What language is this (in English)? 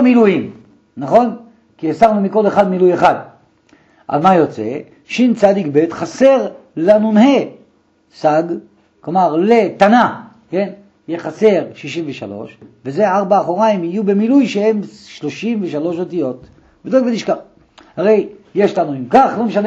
Hebrew